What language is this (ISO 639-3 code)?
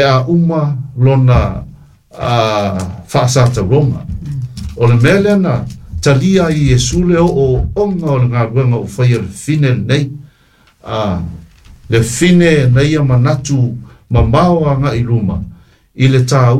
smo